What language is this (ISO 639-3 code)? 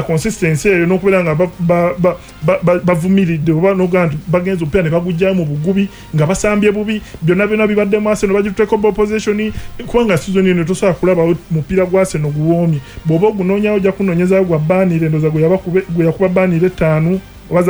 lug